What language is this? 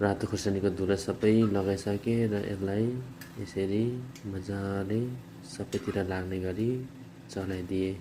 Nepali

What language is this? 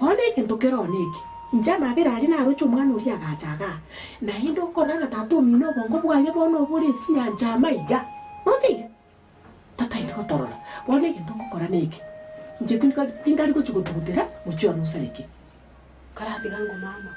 Gusii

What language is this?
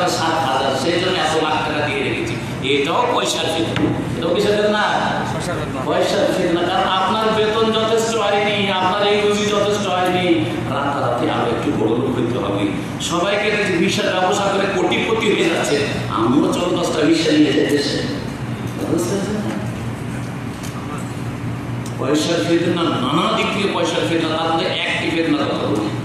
Bangla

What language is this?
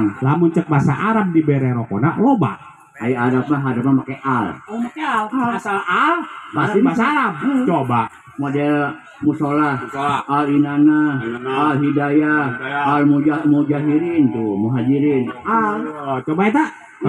Sundanese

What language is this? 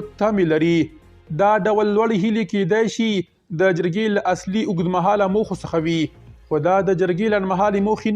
Pashto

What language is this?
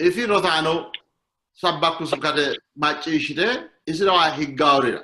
Sidamo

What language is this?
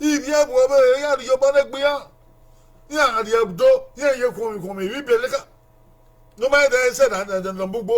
Bini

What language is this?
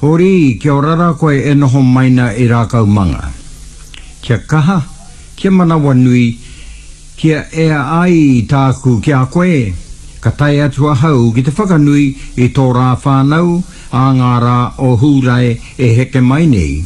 Māori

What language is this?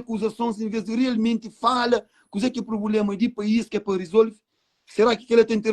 Kabuverdianu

